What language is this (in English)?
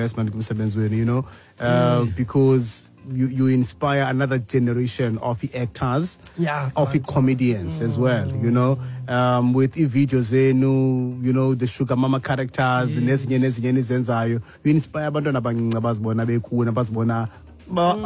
Xhosa